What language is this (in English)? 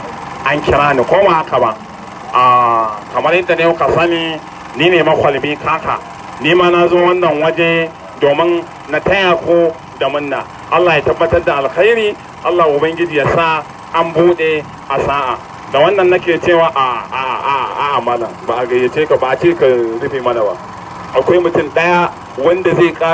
Hausa